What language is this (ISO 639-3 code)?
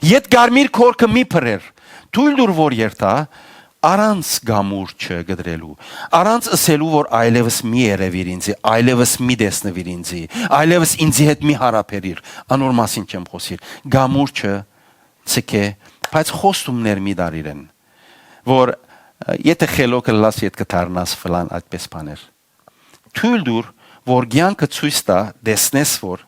hyw